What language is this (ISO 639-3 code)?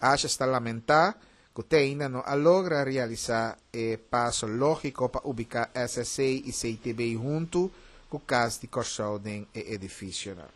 pap